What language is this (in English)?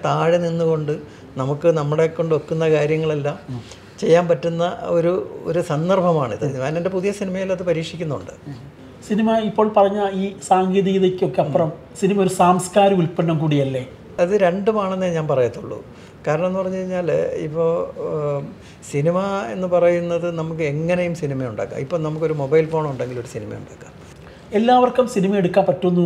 Malayalam